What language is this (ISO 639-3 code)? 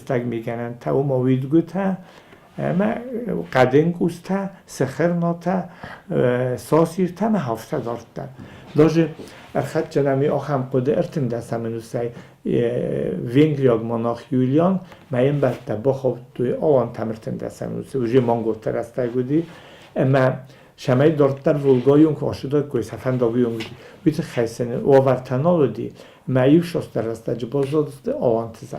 oss